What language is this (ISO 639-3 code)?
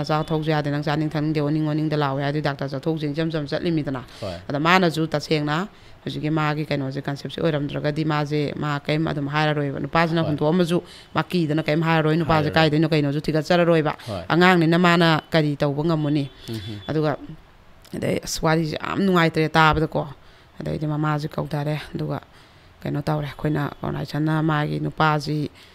mni